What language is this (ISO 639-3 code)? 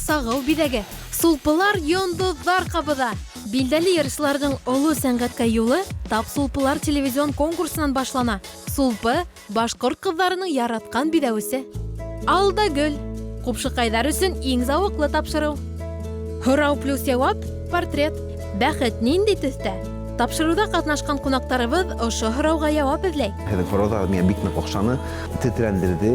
bak